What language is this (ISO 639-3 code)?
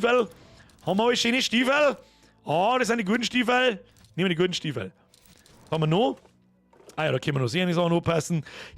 bar